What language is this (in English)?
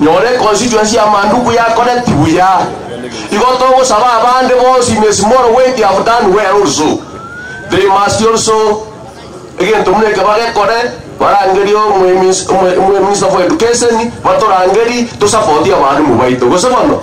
Gusii